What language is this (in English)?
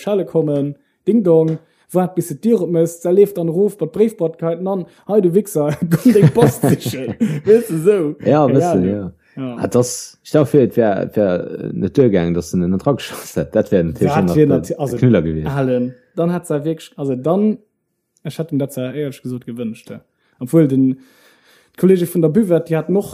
Luxembourgish